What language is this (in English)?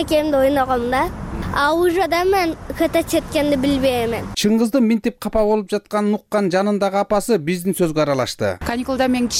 Kyrgyz